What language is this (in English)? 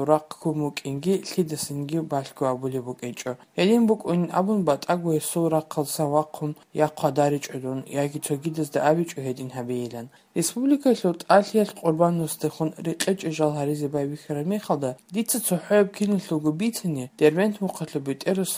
Avaric